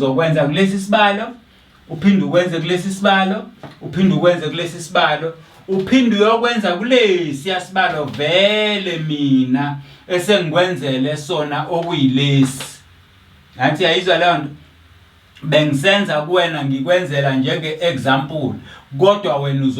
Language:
Zulu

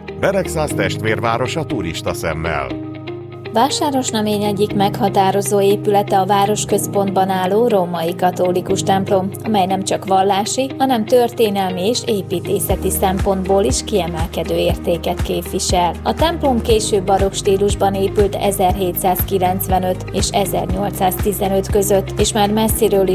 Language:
Hungarian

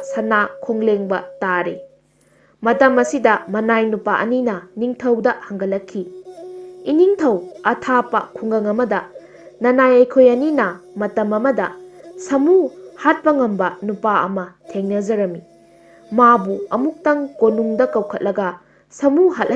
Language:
Manipuri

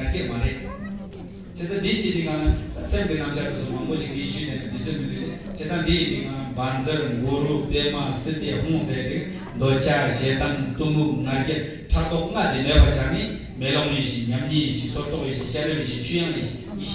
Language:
Tibetan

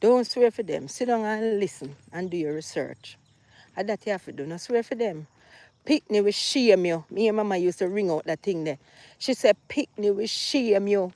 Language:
Jamaican Creole English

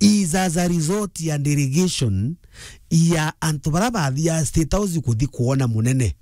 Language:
Meru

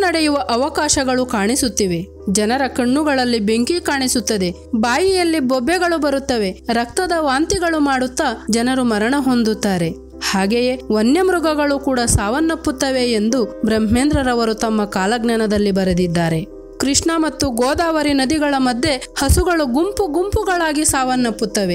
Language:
Kannada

